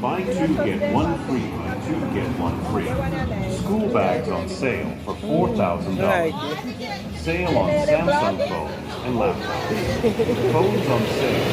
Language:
Jamaican Creole English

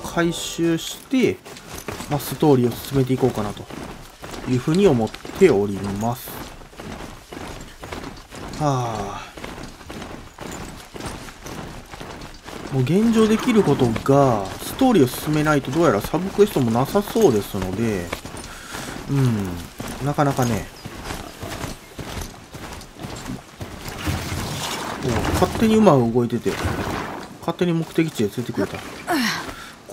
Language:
Japanese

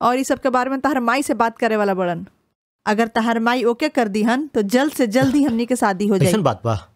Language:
Bhojpuri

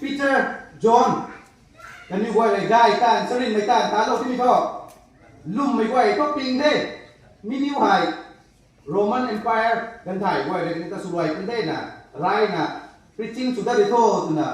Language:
Rongmei Naga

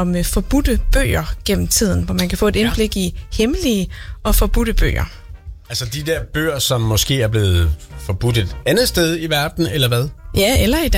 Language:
Danish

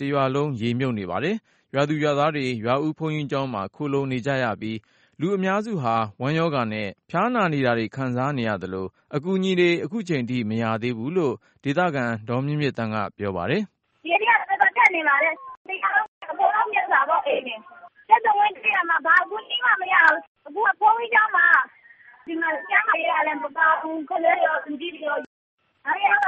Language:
Burmese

